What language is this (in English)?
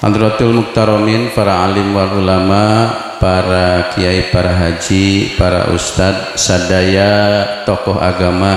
Sundanese